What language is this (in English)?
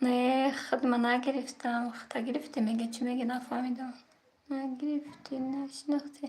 Tajik